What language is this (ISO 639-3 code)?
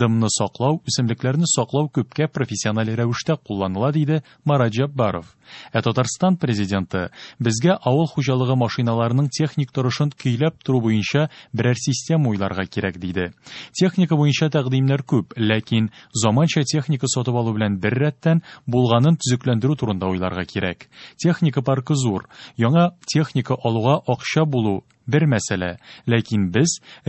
tat